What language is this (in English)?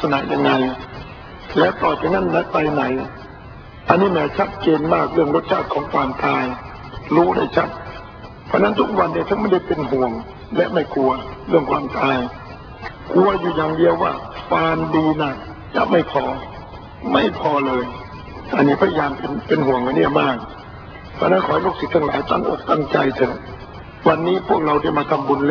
Thai